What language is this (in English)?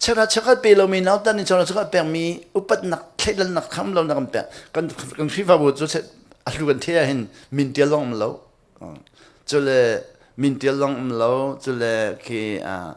Hakha Chin